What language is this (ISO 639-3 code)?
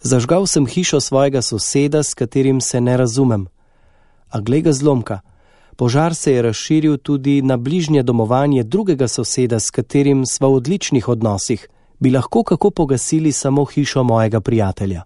slv